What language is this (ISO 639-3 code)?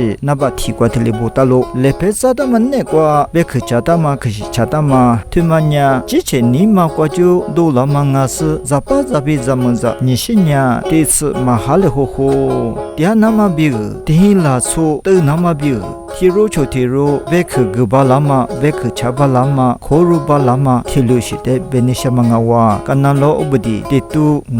lis